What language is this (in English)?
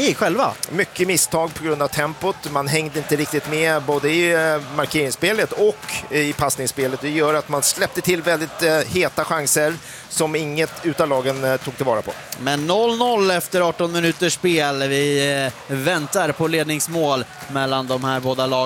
Swedish